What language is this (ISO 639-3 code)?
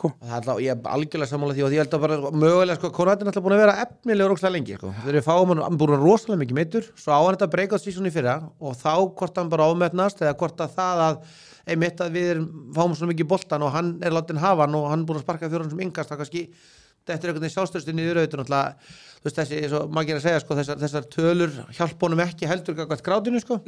isl